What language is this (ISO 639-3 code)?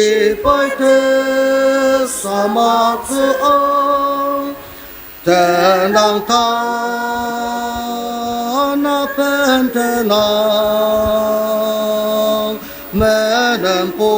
njo